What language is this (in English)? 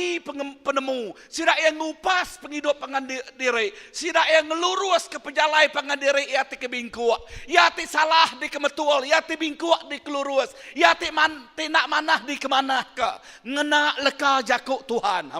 Iban